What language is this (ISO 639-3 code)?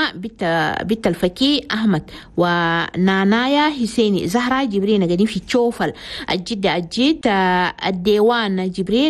shu